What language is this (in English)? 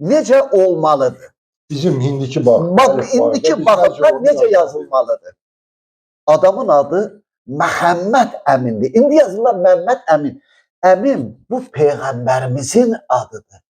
Azerbaijani